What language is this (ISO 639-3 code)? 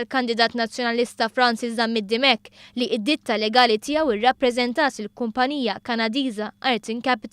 mlt